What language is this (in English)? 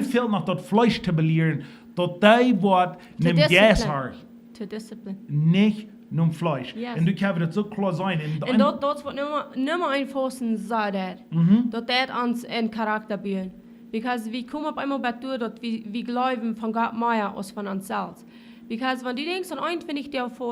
Plautdietsch